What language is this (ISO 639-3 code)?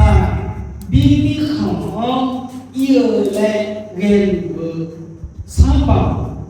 ahk